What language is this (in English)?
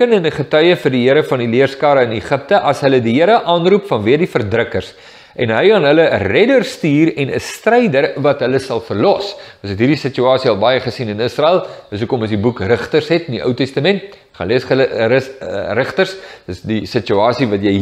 Afrikaans